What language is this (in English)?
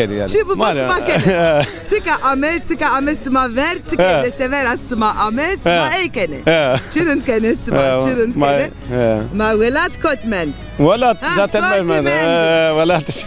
Zaza